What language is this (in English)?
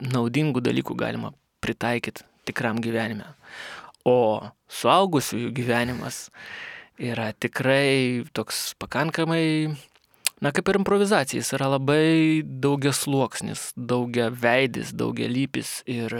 Lithuanian